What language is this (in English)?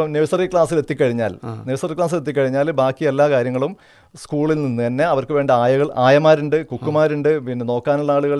Malayalam